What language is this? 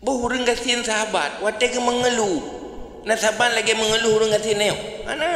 Achinese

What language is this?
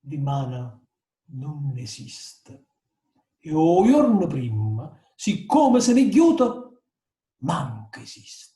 Neapolitan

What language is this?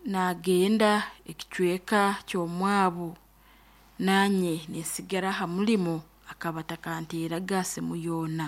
Nyoro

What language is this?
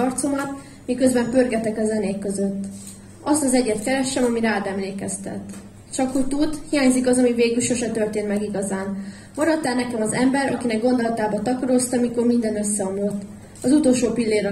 Hungarian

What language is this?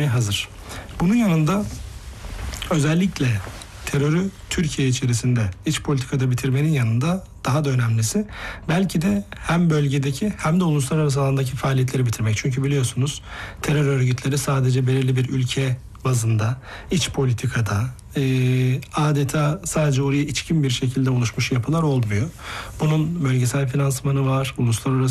Turkish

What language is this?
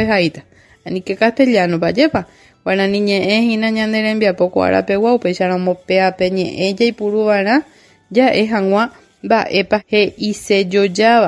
Guarani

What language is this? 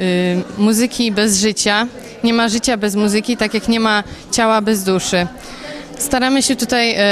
Polish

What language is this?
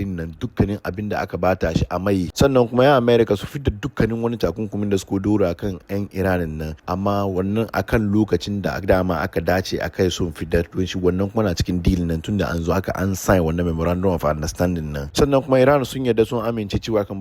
Hausa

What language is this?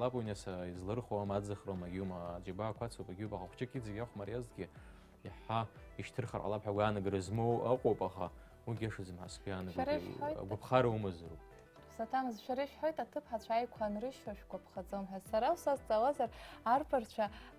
Abkhazian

